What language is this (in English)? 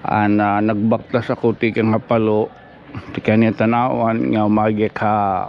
Waray